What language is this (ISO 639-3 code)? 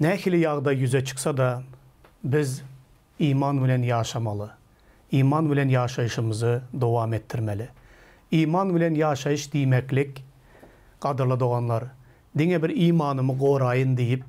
tuk